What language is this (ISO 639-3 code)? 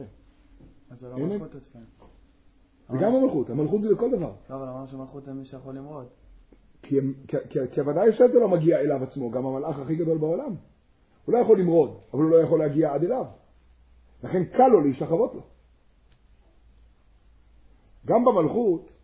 heb